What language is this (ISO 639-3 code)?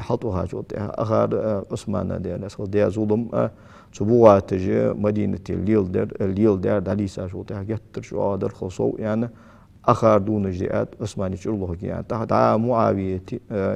inh